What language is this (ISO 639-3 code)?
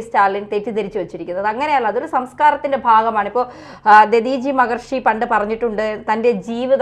mal